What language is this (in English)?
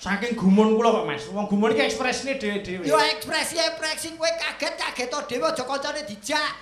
Javanese